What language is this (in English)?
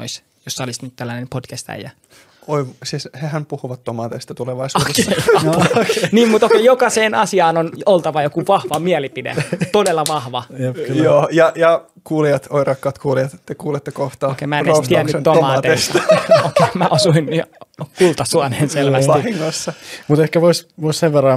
Finnish